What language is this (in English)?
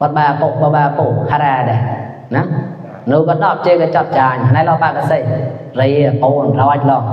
Mon